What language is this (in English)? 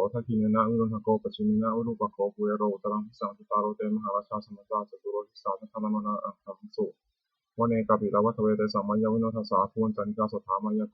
Pali